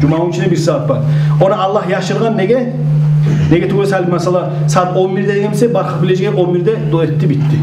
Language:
Kumyk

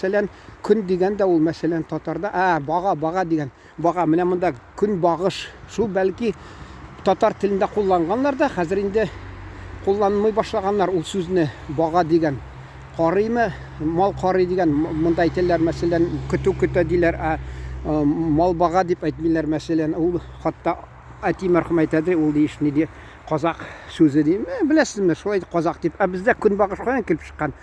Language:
Tatar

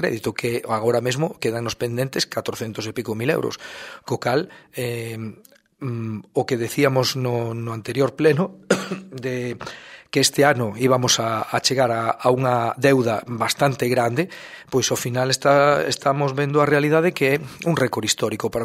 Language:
Galician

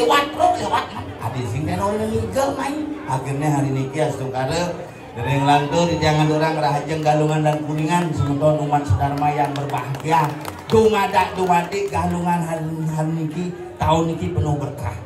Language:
Balinese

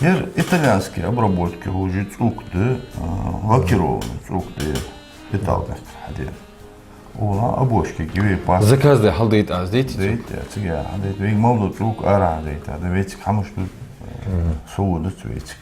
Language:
Ingush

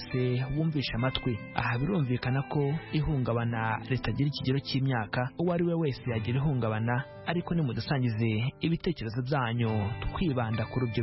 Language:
Kinyarwanda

